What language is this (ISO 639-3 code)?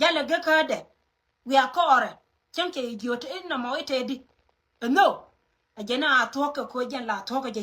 nus